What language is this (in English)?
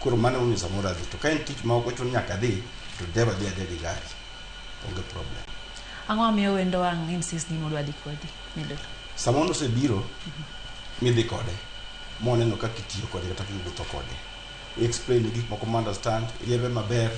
Luo (Kenya and Tanzania)